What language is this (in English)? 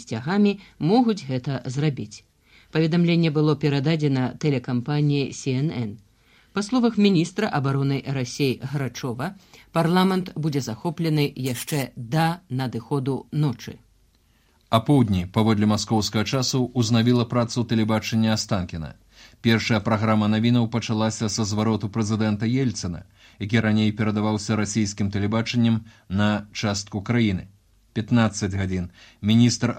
Belarusian